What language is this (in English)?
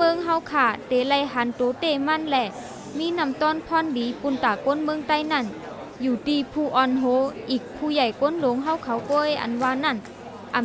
Shan